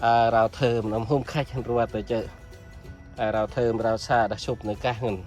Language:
Central Mnong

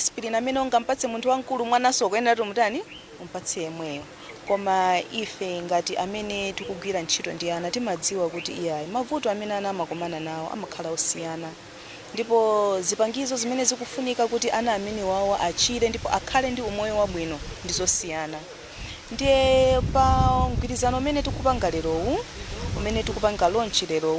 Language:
Nyanja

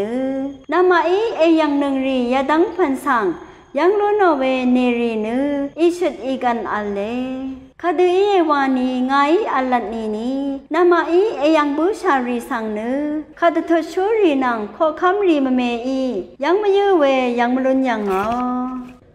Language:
Rawang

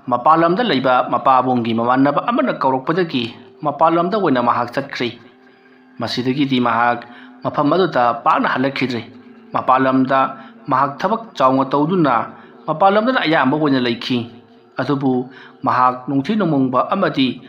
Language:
Manipuri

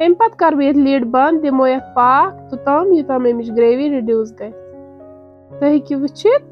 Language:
Kashmiri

